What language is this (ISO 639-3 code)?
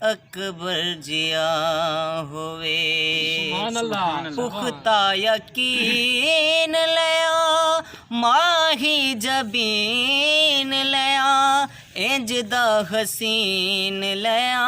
skr